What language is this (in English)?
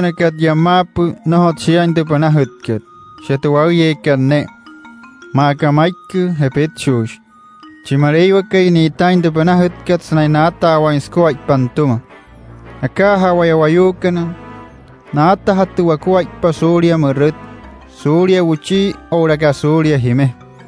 Wayuu